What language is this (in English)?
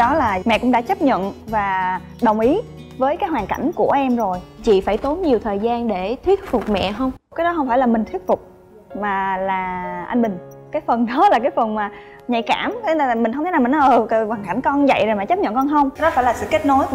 Vietnamese